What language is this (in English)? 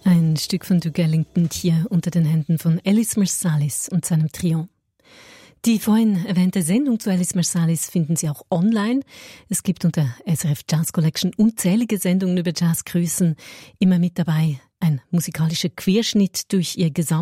German